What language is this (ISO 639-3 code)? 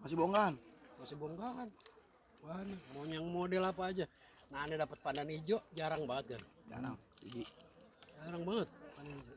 bew